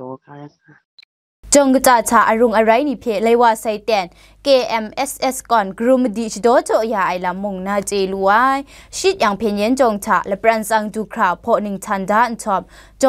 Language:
Kachin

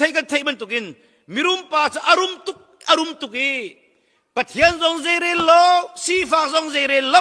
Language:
Hakha Chin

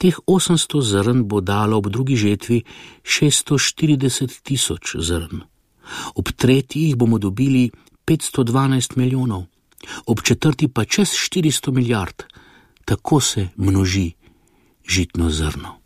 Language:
Slovenian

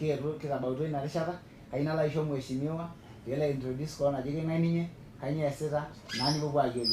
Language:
Masai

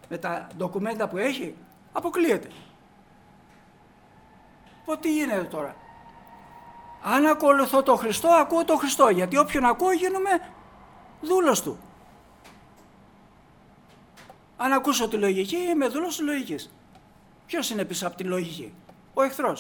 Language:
Greek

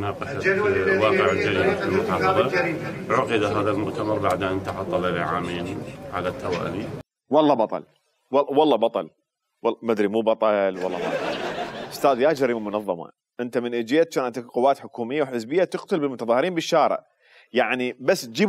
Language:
Mesopotamian Arabic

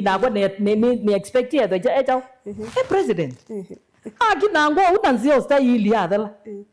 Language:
Kamba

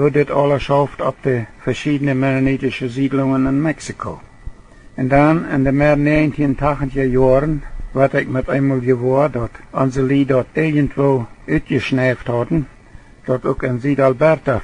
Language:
Plautdietsch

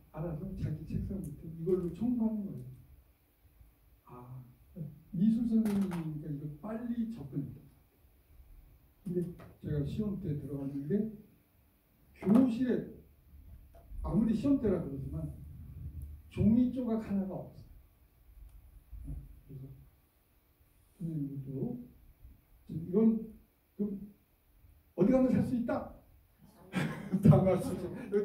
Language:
Korean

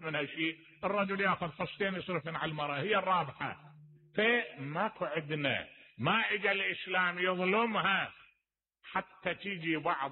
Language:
Mesopotamian Arabic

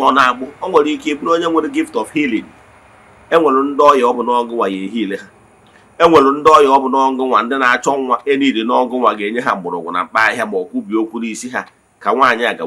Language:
Igbo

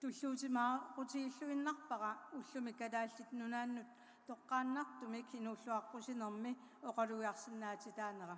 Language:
Kalaallisut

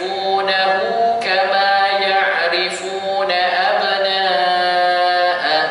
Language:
Malay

